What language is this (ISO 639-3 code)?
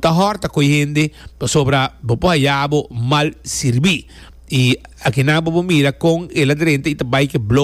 pap